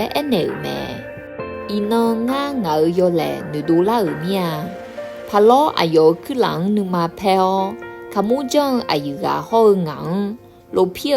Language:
Akha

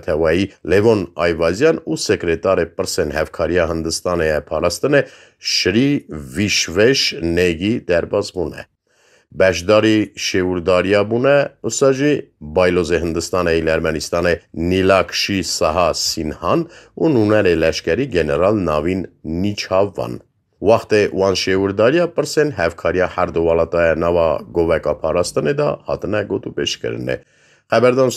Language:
Kurdish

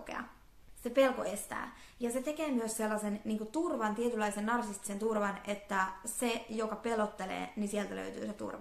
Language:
Finnish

